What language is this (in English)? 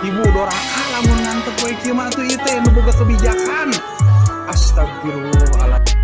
Sundanese